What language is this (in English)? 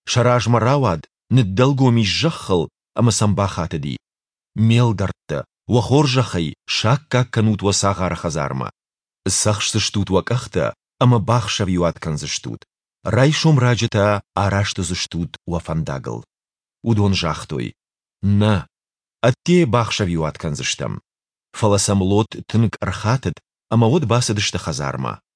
Ossetic